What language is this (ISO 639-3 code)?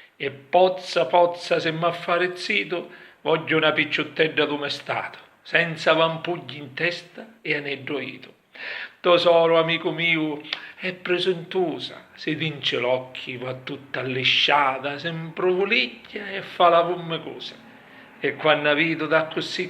scn